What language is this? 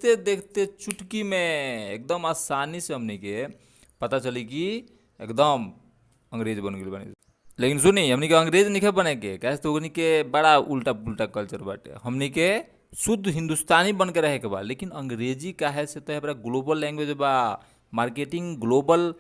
Bhojpuri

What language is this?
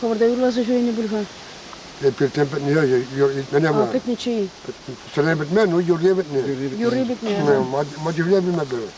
Chuvash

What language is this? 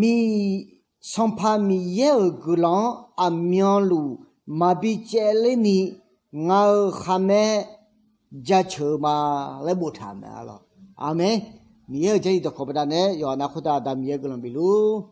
Akha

